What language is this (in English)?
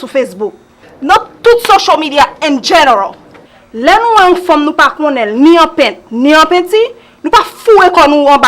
Haitian Creole